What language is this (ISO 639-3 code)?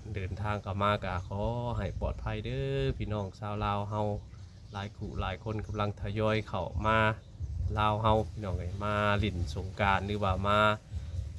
tts